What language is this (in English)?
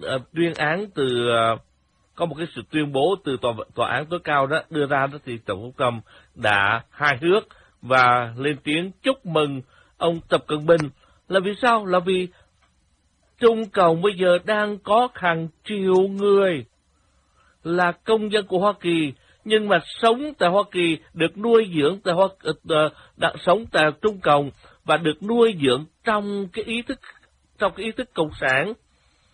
Vietnamese